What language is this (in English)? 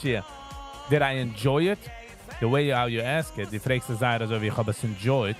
Yiddish